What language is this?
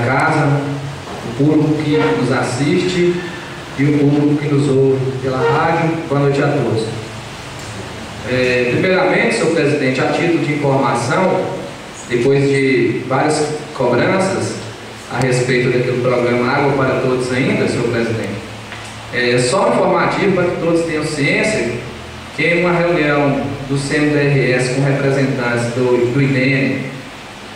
Portuguese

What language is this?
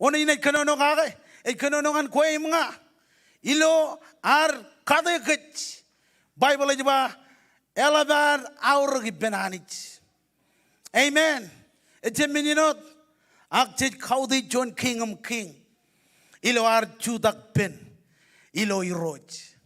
Marshallese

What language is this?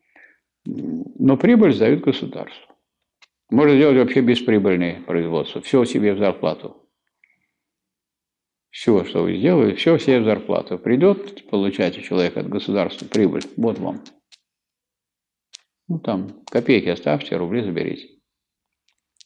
Russian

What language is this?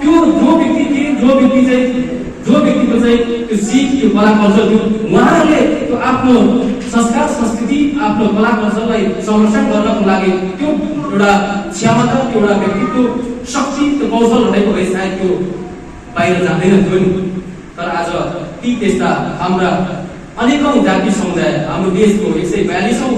Nepali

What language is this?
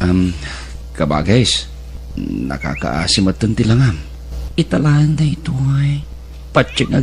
Iloko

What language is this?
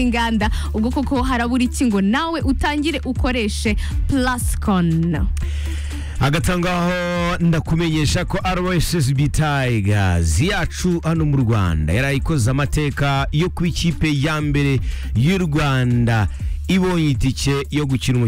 Kinyarwanda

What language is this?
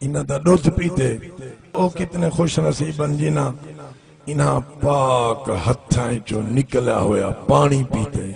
Saraiki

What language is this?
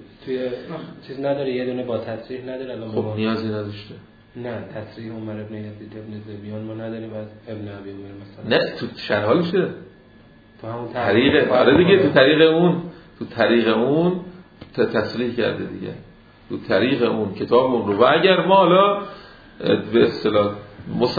Persian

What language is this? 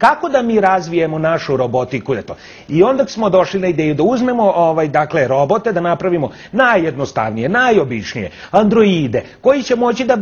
Serbian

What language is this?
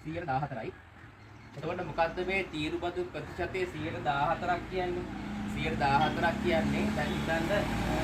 Sinhala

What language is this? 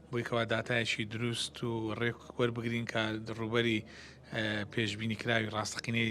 Central Kurdish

